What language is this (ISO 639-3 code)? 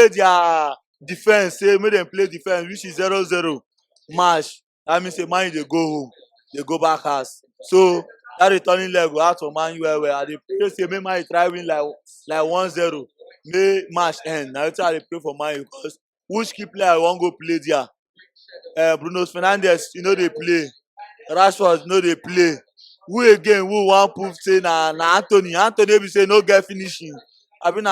pcm